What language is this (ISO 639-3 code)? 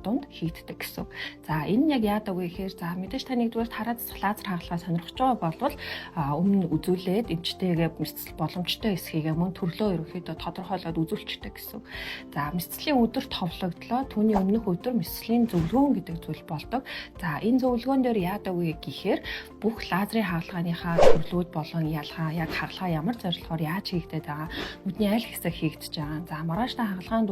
mon